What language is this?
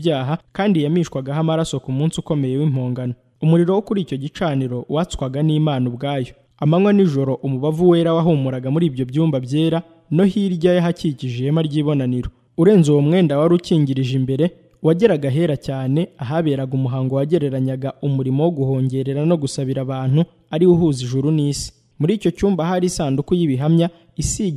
Kinyarwanda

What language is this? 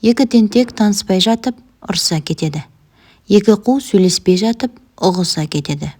Kazakh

